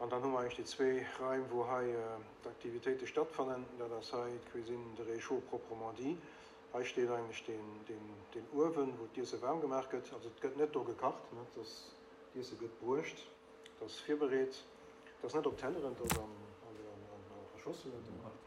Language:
Luxembourgish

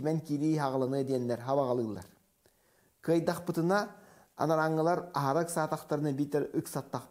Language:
Yakut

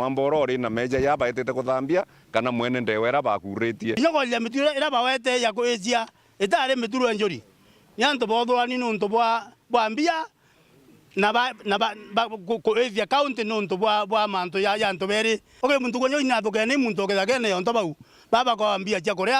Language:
Meru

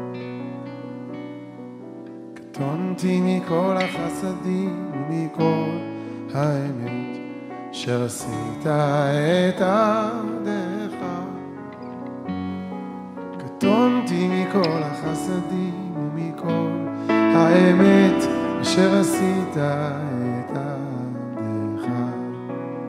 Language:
Hebrew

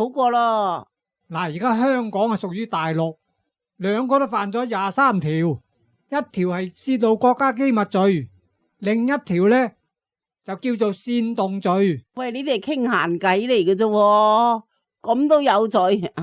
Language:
Cantonese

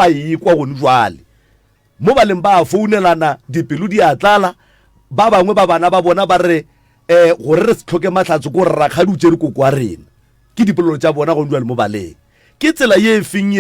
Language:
Northern Sotho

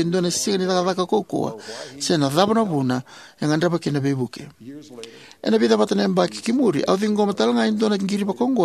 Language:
Fijian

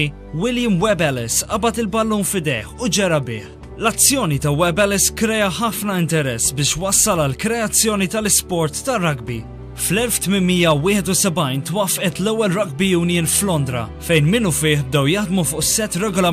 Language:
Maltese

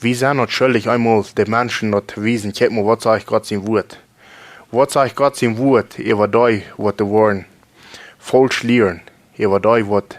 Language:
Plautdietsch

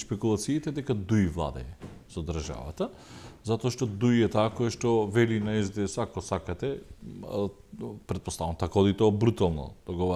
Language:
Macedonian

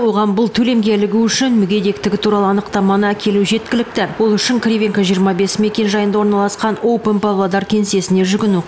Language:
Kazakh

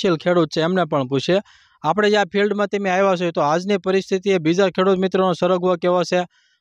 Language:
Gujarati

